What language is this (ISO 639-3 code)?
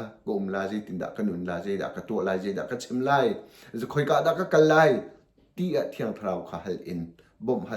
cnh